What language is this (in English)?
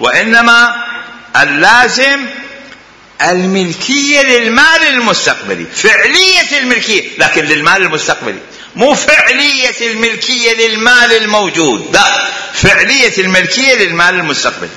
Mesopotamian Arabic